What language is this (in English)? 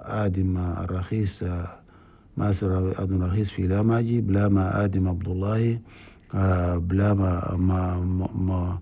Chadian Arabic